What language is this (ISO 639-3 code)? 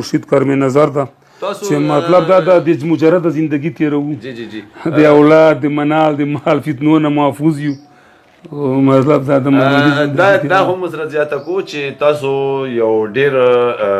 pus